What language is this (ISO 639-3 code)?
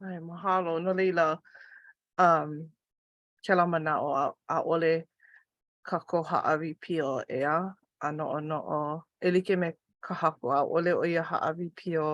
haw